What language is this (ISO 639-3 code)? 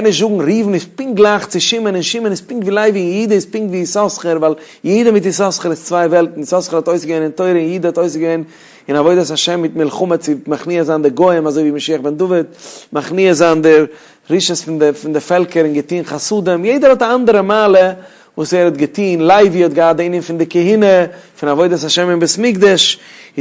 yid